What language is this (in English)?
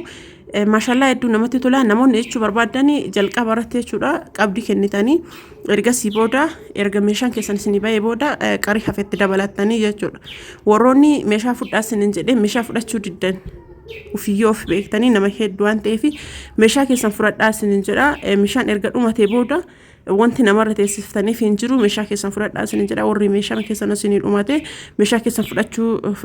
Oromo